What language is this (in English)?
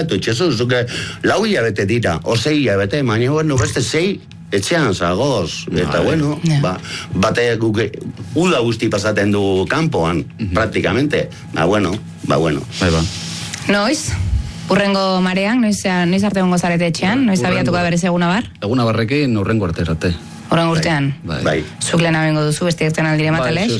Basque